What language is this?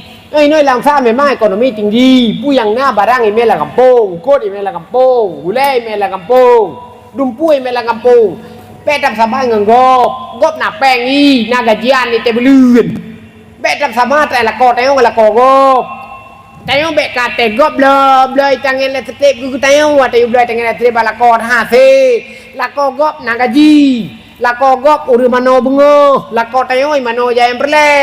Achinese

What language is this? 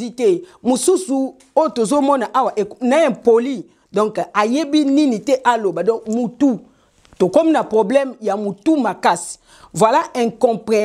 Lingala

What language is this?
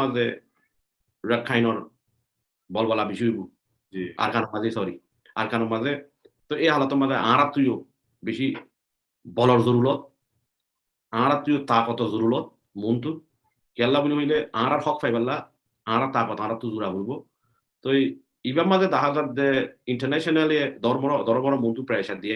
Rohingya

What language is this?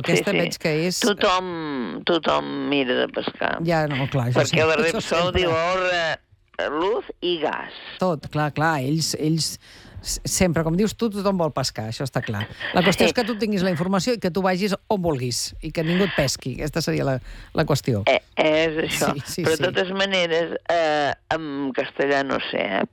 Catalan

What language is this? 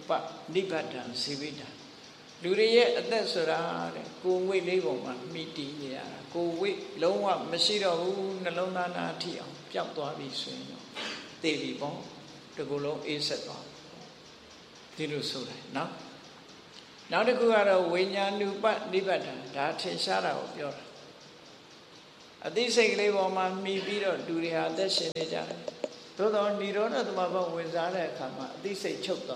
Burmese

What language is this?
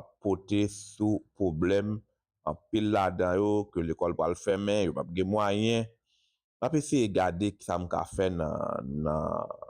Haitian Creole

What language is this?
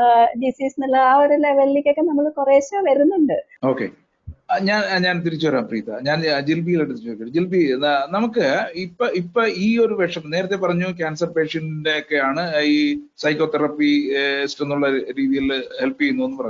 Malayalam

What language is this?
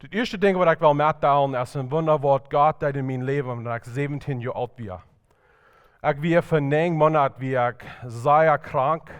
Plautdietsch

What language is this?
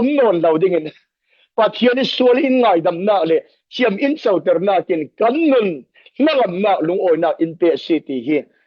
Falam Chin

